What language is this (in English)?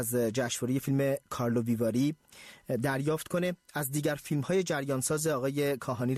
Persian